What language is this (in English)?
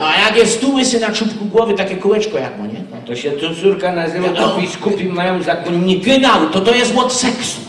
Silesian